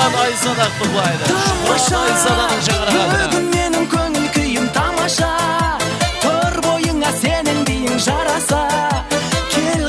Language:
Kara-Kalpak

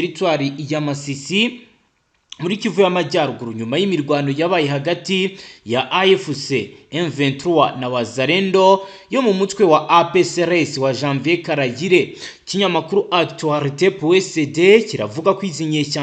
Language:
Kinyarwanda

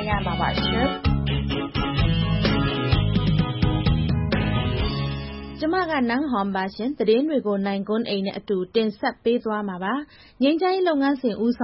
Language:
Burmese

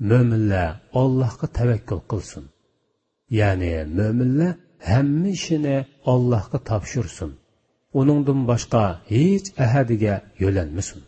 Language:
Uyghur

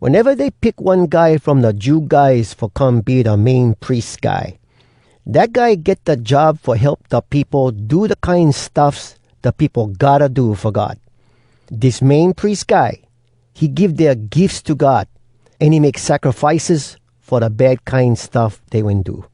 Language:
Hawai'i Creole English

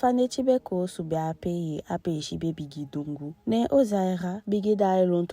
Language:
Eastern Maroon Creole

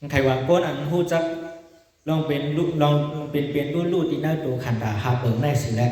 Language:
Shan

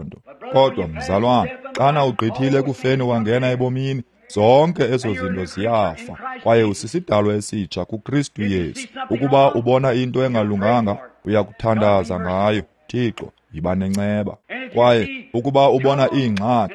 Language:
Xhosa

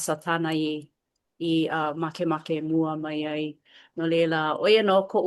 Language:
Hawaiian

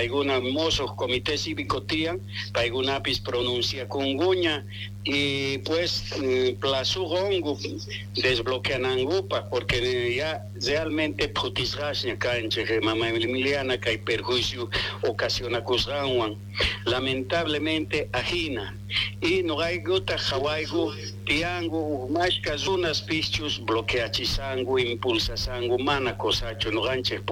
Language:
Quechua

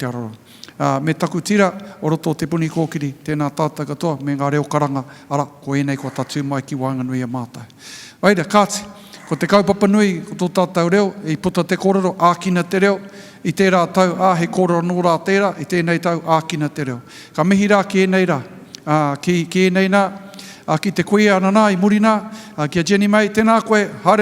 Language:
Māori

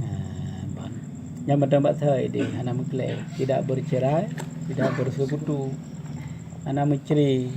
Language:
Achinese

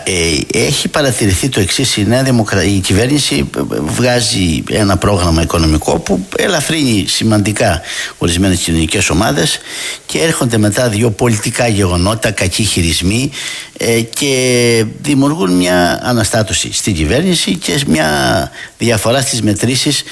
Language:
Greek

